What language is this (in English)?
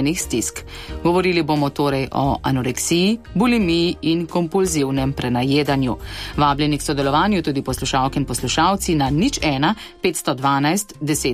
Slovenian